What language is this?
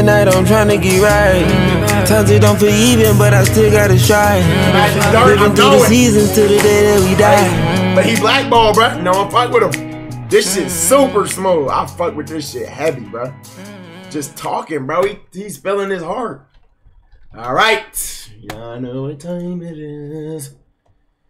English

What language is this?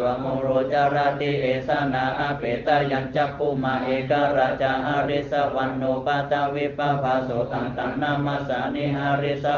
Pali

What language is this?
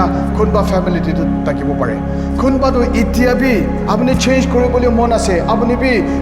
Naga Pidgin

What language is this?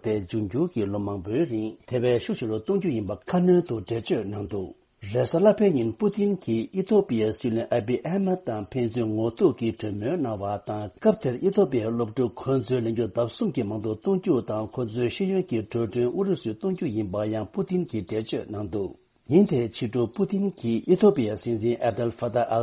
Tibetan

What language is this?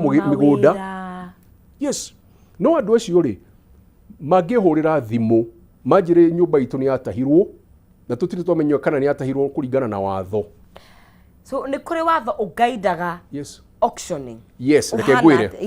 Kikuyu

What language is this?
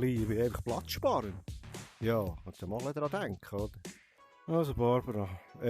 Swiss German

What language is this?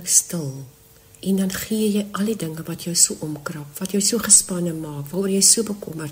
Afrikaans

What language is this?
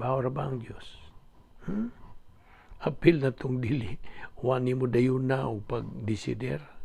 Cebuano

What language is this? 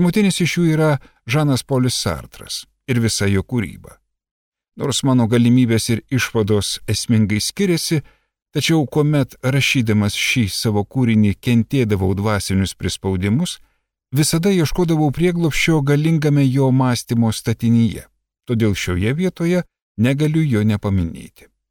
Lithuanian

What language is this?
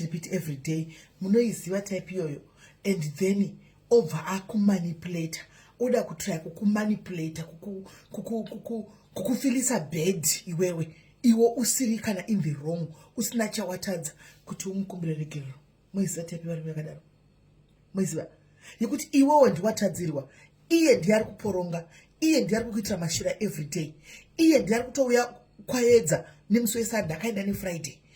Shona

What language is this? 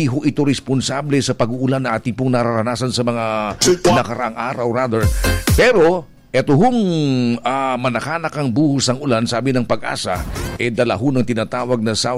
Filipino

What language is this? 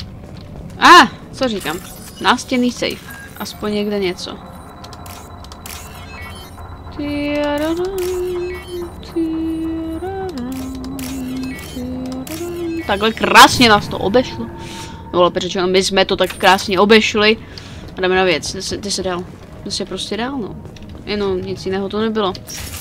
Czech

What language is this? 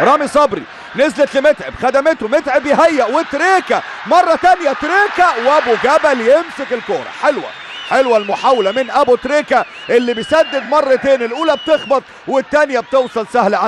Egyptian Arabic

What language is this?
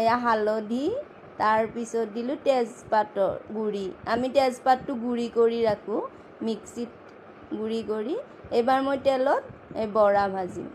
Assamese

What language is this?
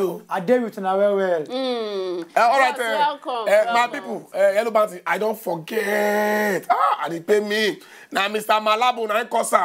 Nigerian Pidgin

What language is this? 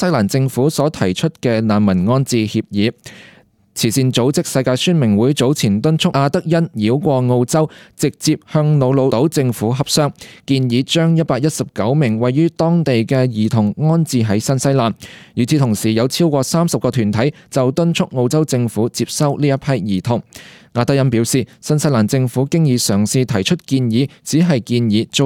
Cantonese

